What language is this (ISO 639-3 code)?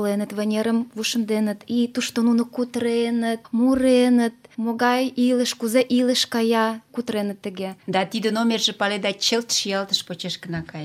chm